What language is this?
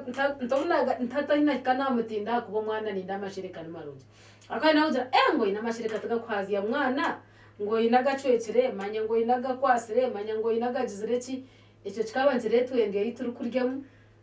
Nyankole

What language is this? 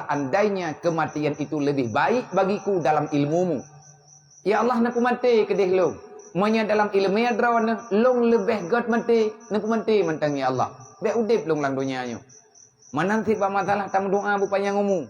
Achinese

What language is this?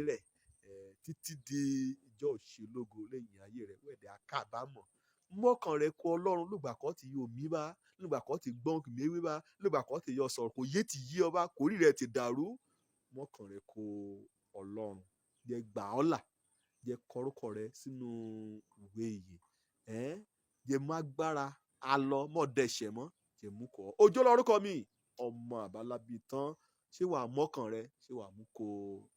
Yoruba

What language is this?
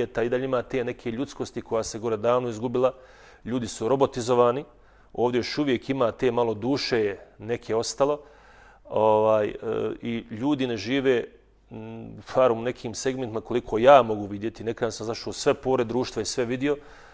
Bosnian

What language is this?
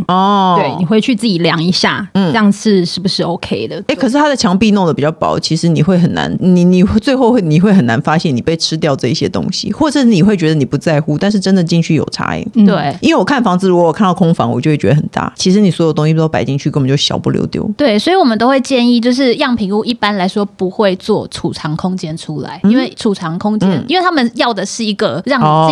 Chinese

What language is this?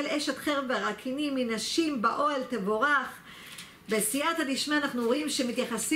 Hebrew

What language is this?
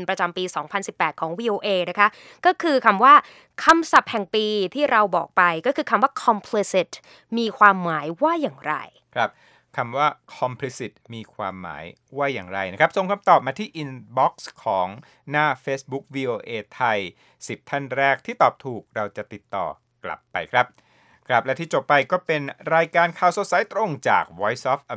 Thai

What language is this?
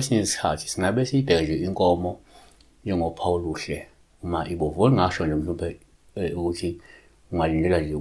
Zulu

